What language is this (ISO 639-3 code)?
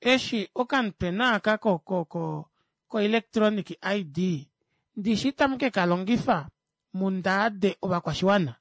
kua